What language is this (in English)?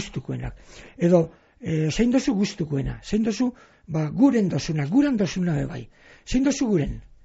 Basque